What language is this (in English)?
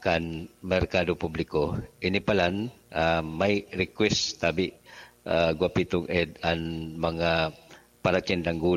Bikol